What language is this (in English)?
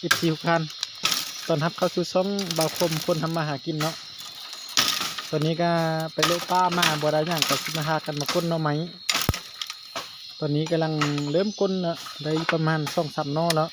Lao